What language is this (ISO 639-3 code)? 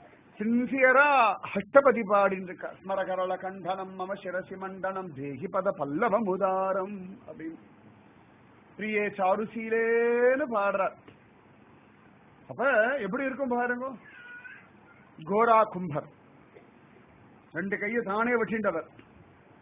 tam